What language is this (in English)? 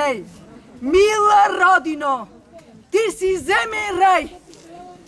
Bulgarian